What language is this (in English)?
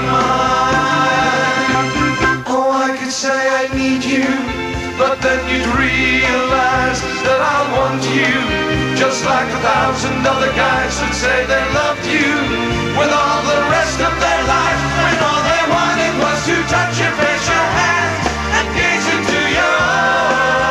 English